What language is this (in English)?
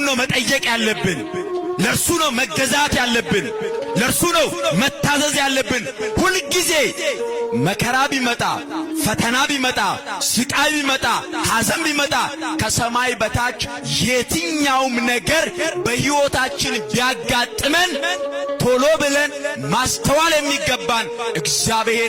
Amharic